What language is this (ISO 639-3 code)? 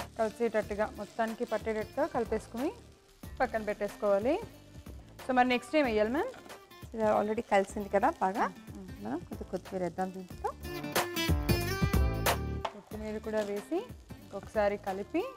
tel